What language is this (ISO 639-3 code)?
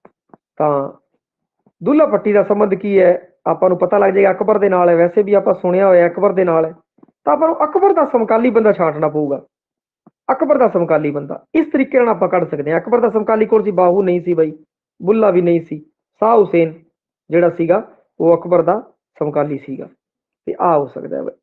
pan